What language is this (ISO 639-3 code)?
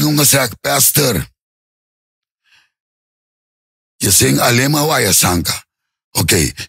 nld